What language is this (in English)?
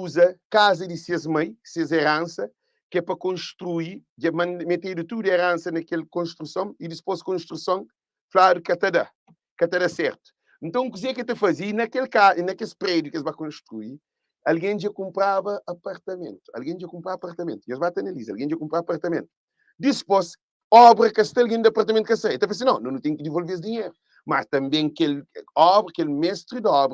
Kabuverdianu